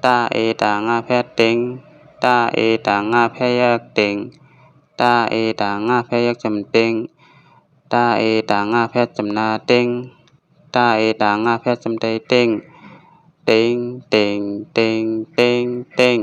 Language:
Shan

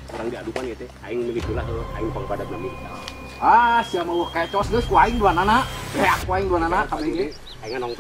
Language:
Sundanese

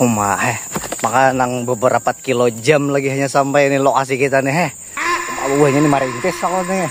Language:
Banjar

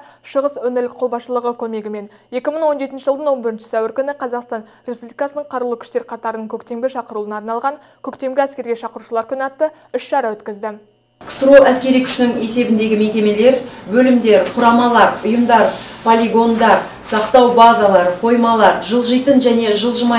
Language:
Kazakh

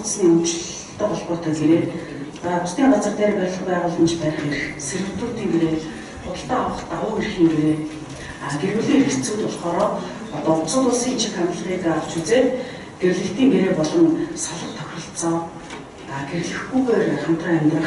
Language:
Mongolian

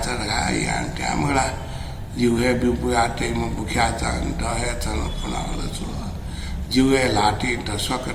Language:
Newari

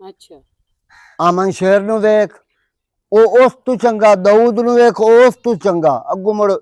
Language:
Western Panjabi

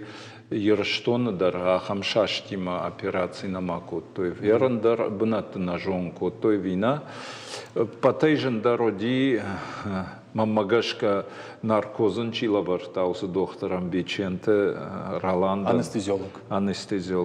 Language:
Ossetic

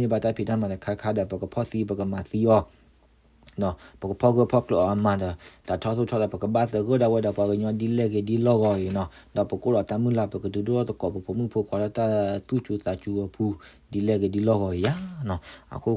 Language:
S'gaw Karen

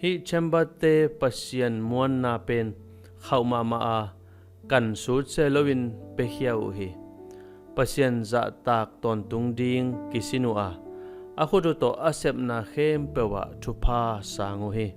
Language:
Tedim Chin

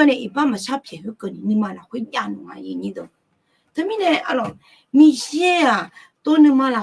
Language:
Akha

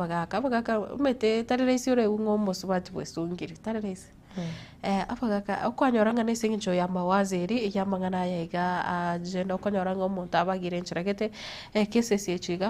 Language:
Gusii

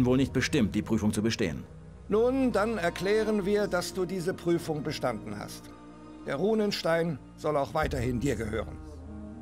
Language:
German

